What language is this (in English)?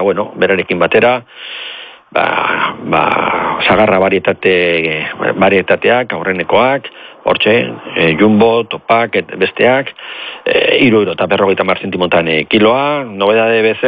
Basque